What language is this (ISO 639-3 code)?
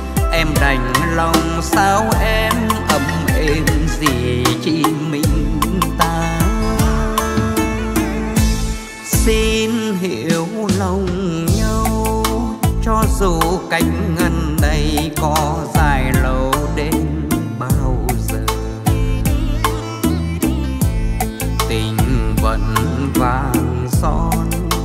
vie